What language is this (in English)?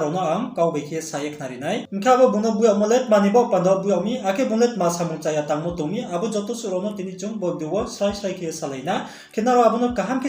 Riang (India)